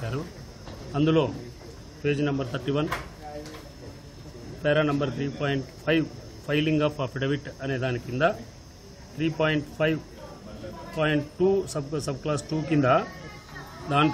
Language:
Telugu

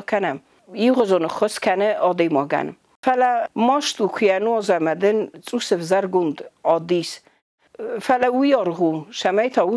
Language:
Ossetic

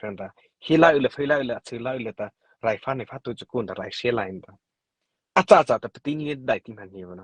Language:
Mara Chin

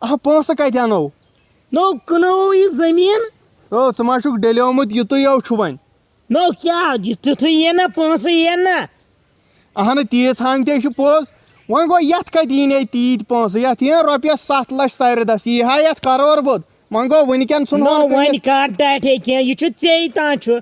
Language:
Kashmiri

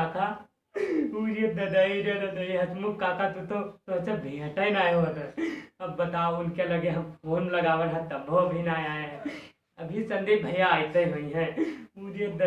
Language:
Awadhi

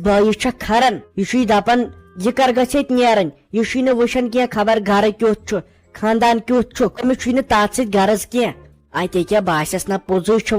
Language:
Kashmiri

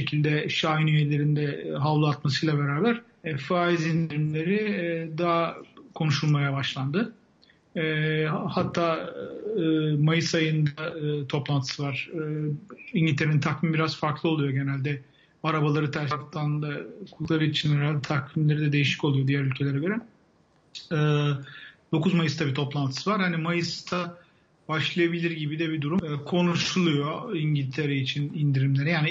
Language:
Turkish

